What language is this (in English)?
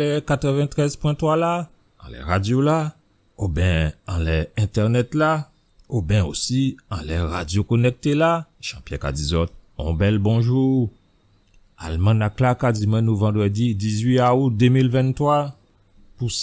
Guadeloupean Creole French